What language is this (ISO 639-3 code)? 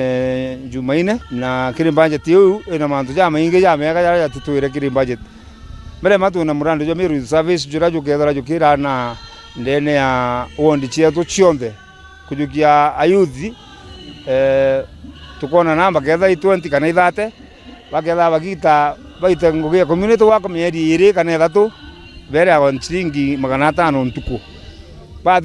mer